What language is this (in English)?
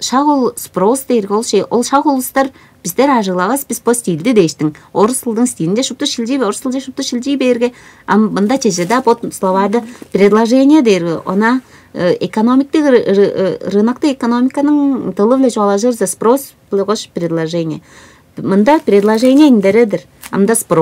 Tuvinian